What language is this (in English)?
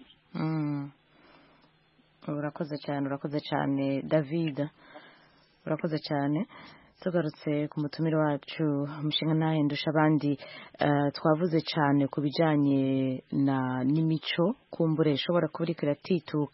Kinyarwanda